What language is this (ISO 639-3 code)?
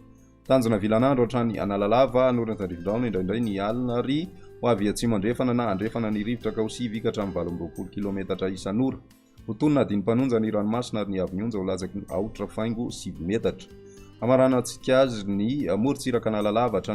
mlg